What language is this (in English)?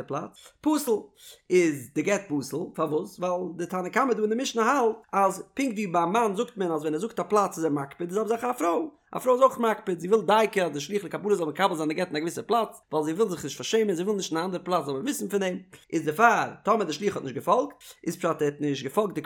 Yiddish